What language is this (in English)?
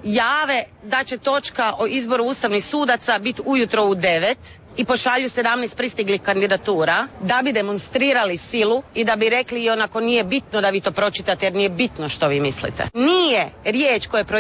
Croatian